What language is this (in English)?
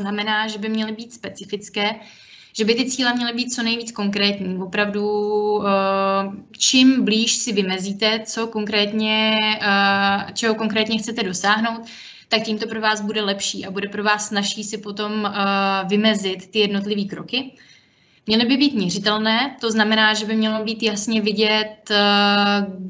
Czech